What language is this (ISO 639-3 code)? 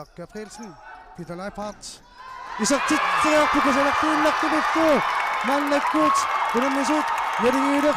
kal